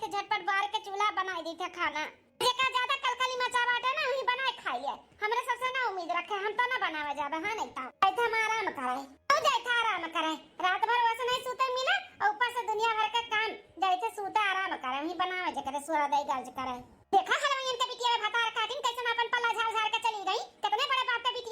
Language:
Awadhi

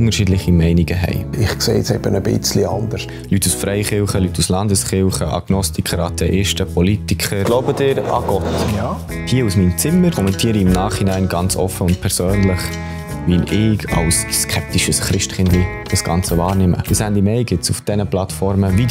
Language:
Swiss German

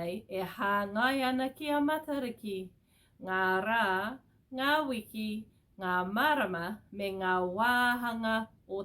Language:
Māori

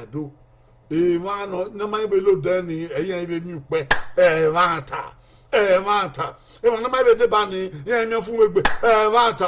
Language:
Bini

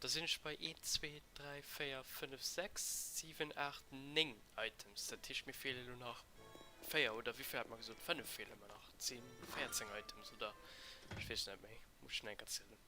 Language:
Luxembourgish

